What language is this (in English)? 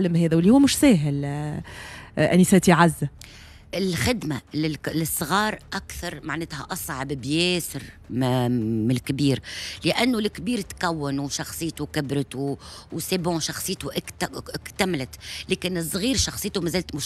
Tunisian Arabic